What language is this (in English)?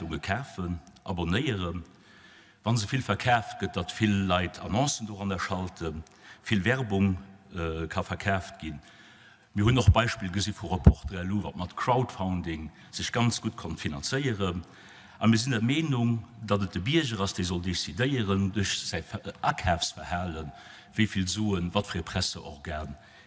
Luxembourgish